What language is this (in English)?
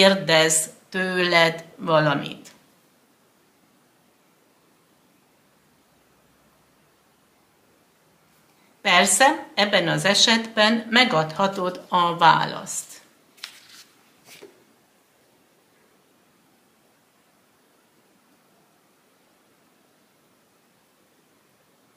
Hungarian